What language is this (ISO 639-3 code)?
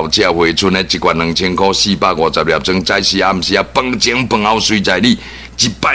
nan